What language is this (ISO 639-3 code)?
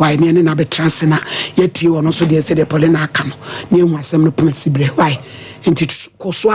aka